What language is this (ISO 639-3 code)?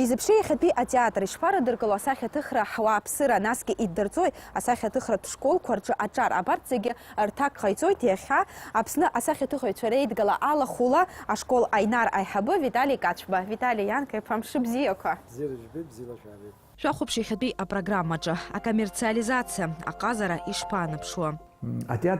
abk